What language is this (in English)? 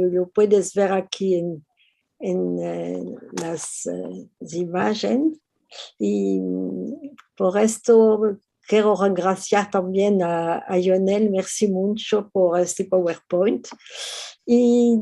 Ladino